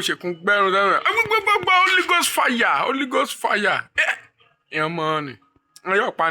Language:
Yoruba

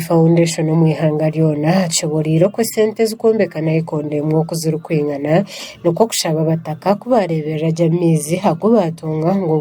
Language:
Nyankole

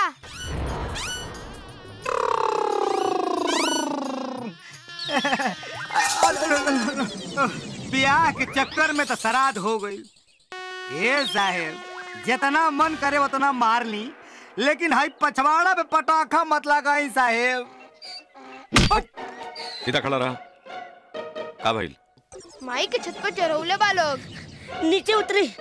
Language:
Bhojpuri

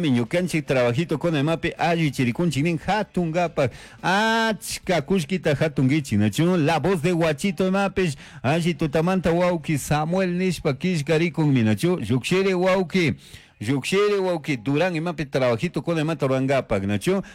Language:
Chimborazo Highland Quichua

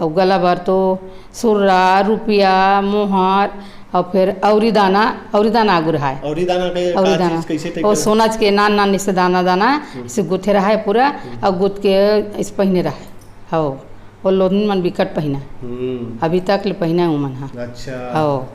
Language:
Chhattisgarhi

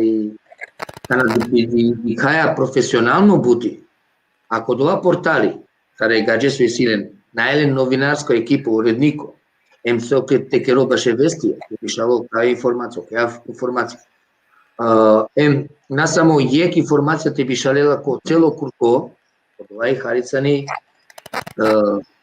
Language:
Balkan Romani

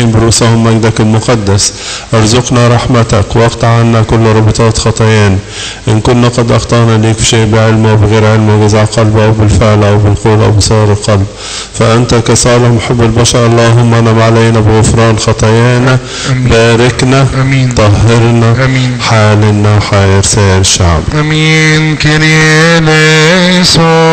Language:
Egyptian Arabic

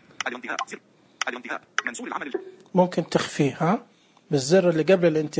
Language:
Najdi Arabic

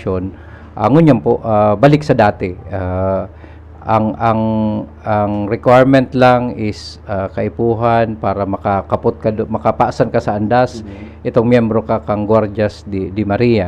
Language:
Bikol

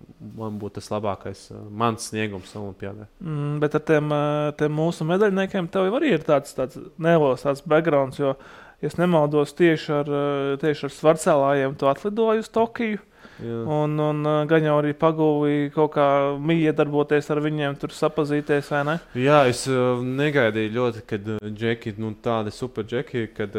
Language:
Latvian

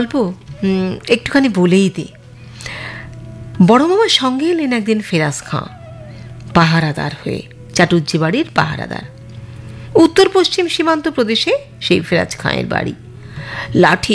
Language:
Bangla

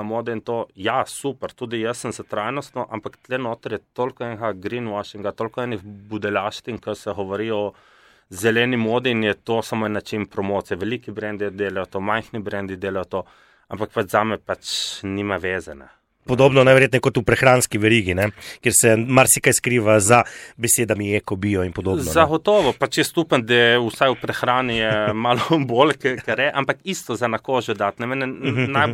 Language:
Slovenian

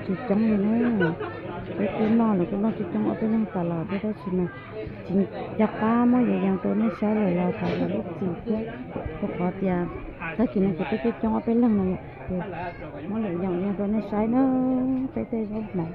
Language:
Hmong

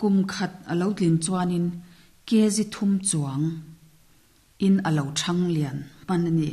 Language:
Mizo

